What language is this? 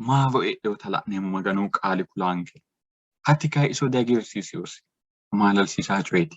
Sidamo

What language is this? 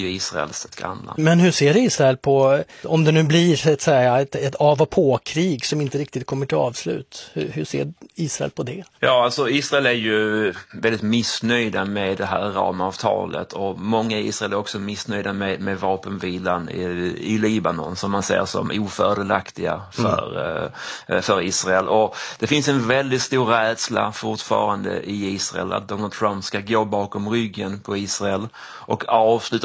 Swedish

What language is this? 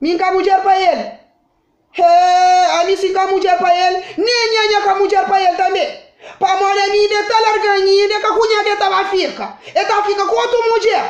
Kabuverdianu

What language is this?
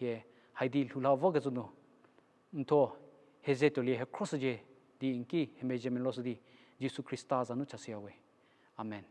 Angami Naga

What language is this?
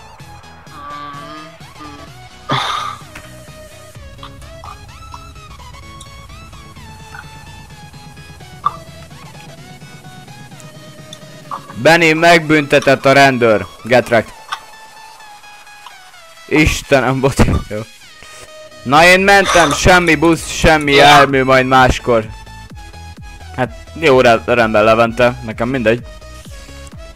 Hungarian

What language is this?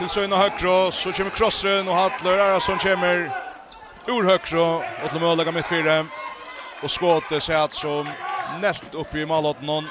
Faroese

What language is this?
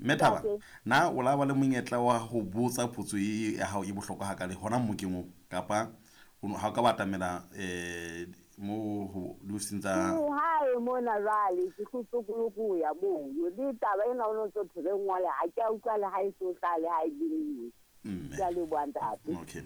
Southern Sotho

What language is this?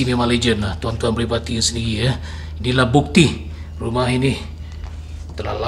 Malay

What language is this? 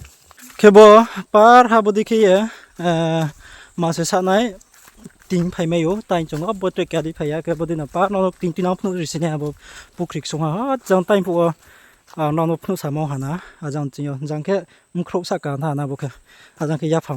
Riang (India)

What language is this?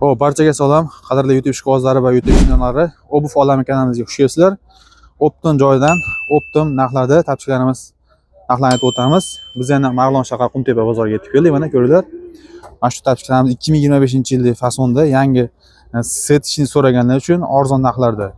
Uzbek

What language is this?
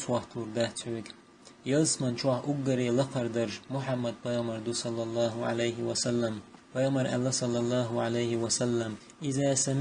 Chechen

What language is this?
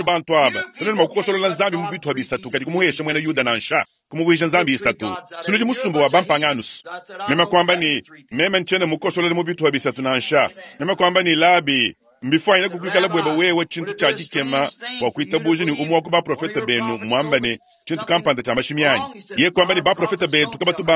Luba-Lulua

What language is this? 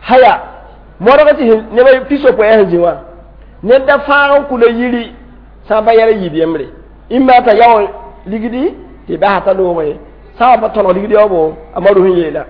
Mossi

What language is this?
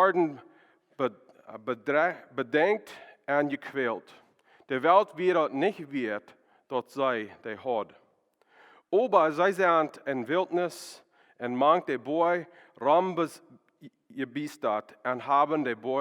Plautdietsch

